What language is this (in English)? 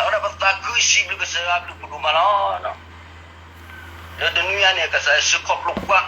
S'gaw Karen